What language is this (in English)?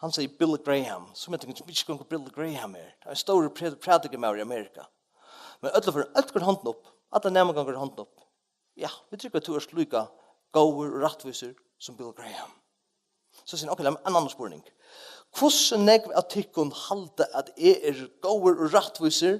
Faroese